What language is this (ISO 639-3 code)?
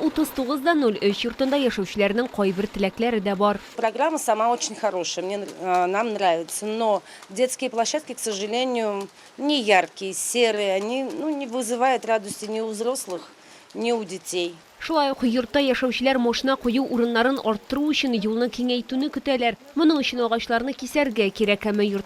tat